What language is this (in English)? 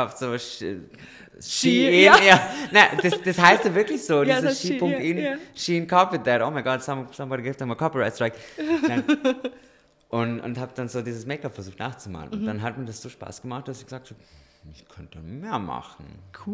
German